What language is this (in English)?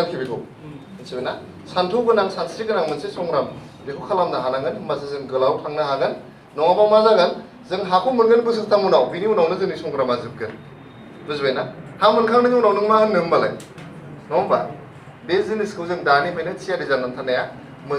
Bodo